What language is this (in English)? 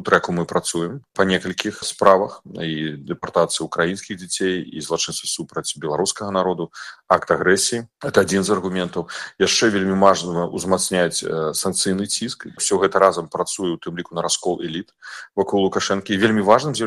Belarusian